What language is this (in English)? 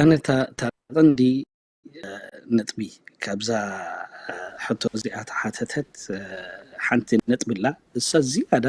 Tigrinya